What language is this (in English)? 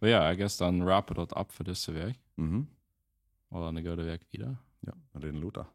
Plautdietsch